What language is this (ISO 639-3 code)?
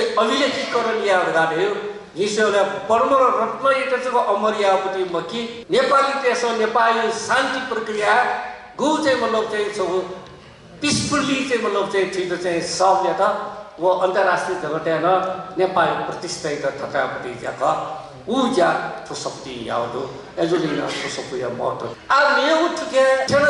new